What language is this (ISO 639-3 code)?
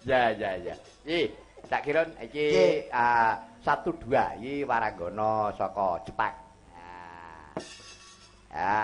jav